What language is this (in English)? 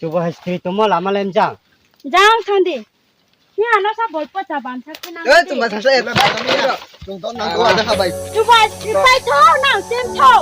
Riang (India)